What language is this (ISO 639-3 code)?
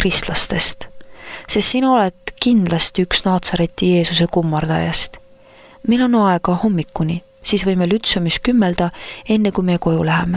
est